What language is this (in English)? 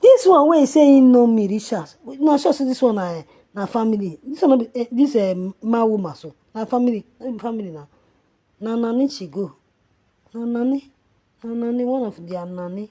Nigerian Pidgin